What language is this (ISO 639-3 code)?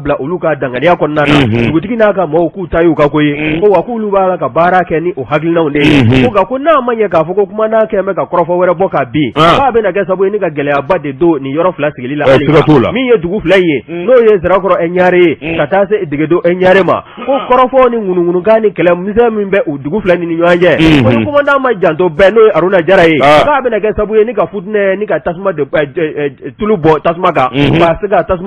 bam